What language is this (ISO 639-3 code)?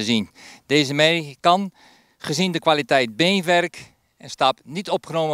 nld